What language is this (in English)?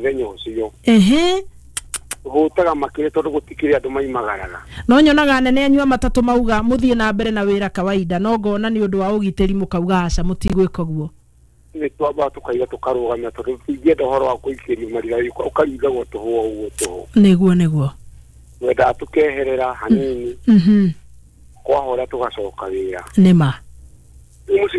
Kikuyu